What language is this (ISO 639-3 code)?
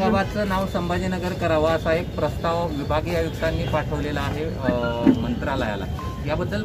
mar